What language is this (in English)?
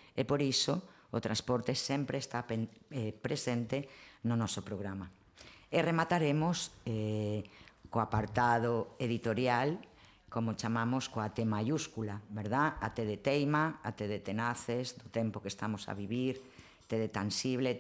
Galician